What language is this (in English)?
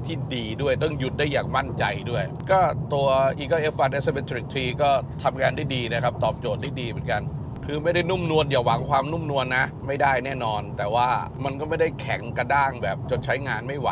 Thai